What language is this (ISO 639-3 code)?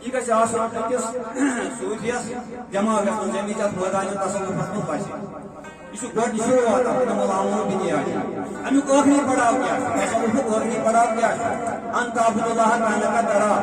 kas